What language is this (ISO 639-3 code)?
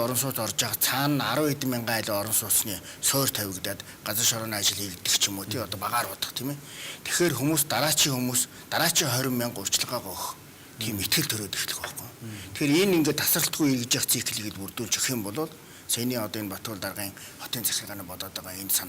mon